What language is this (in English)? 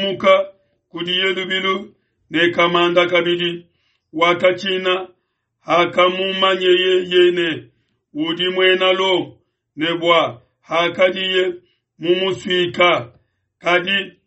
Luba-Lulua